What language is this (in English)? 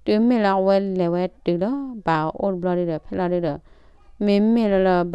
S'gaw Karen